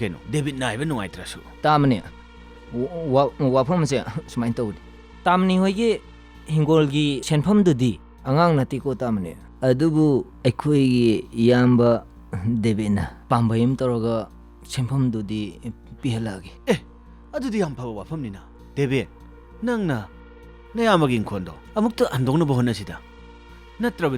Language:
Manipuri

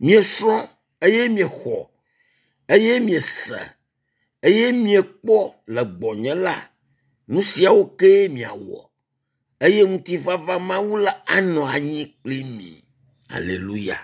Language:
Ewe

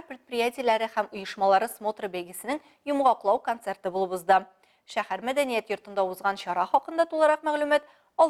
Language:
Tatar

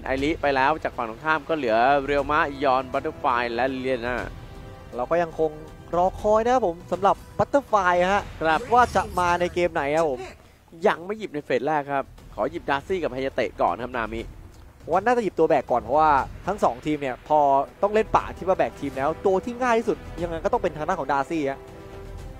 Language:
Thai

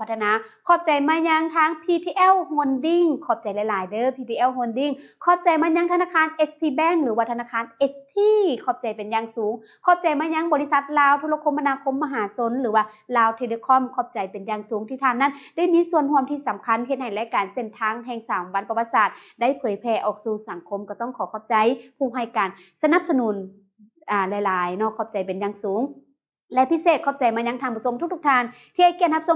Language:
Lao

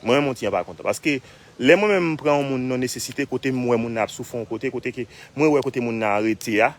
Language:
Haitian Creole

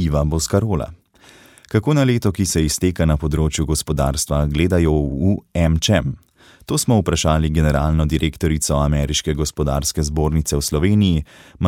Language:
Slovenian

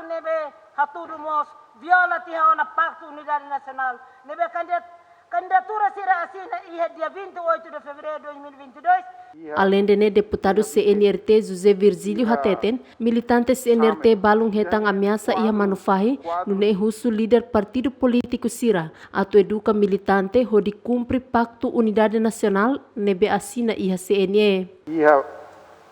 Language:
Tetum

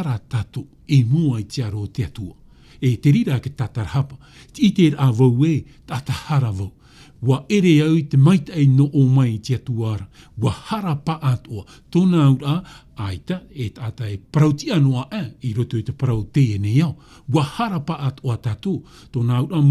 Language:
Tahitian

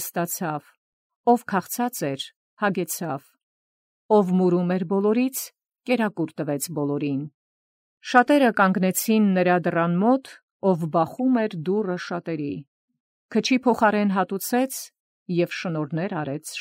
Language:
Armenian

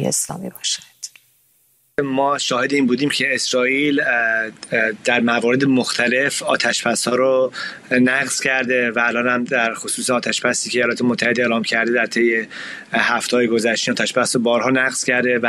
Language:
Persian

